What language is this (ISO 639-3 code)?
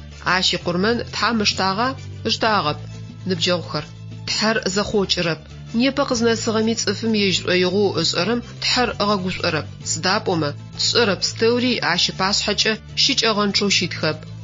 ady